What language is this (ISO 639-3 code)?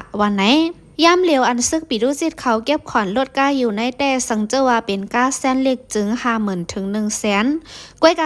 shn